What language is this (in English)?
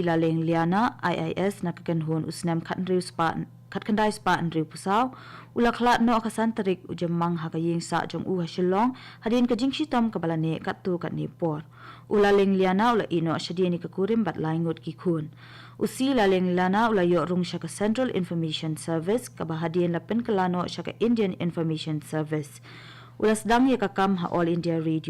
Khasi